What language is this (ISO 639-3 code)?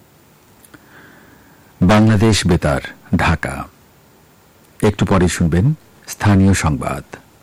ben